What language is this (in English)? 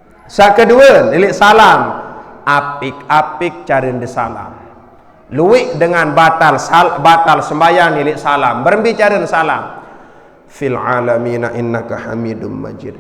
Sasak